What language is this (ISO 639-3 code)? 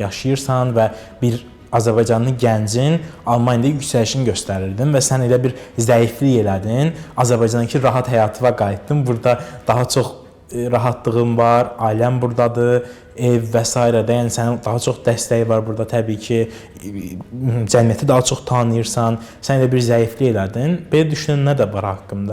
aze